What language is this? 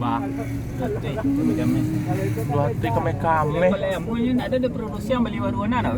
Minangkabau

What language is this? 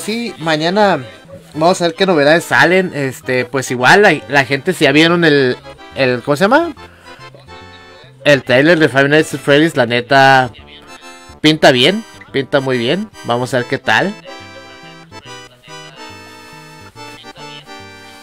Spanish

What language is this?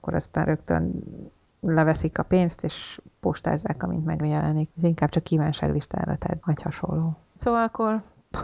Hungarian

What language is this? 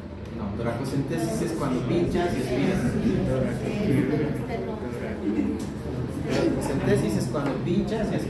Spanish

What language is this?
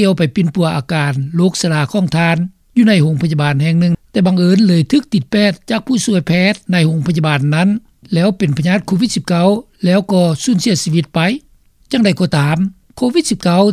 Lao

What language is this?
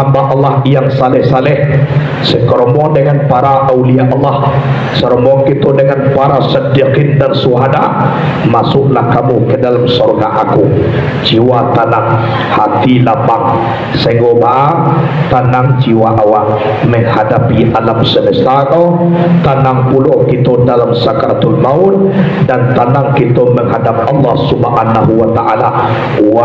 Minangkabau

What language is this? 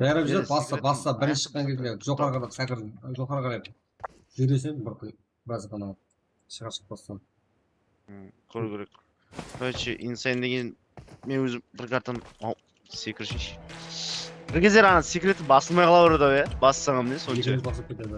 Kara-Kalpak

